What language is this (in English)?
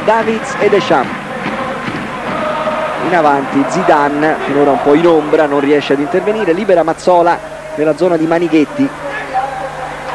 Italian